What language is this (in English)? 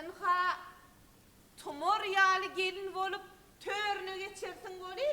Turkmen